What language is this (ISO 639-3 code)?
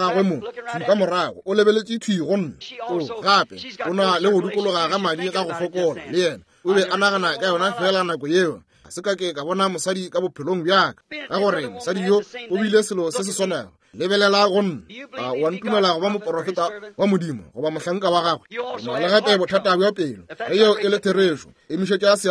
nso